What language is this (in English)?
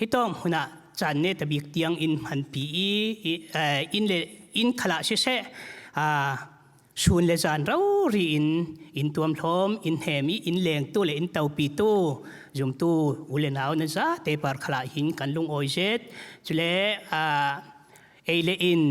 Falam Chin